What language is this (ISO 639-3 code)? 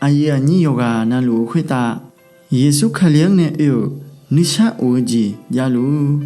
ahk